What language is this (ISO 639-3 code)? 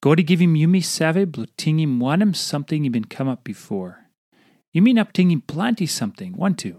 tpi